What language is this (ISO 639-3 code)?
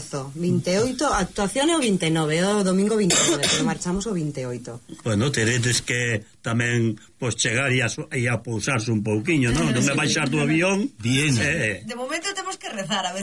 glg